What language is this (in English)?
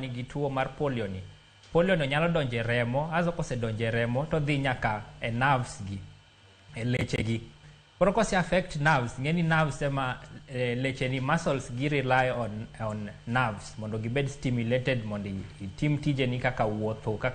Luo (Kenya and Tanzania)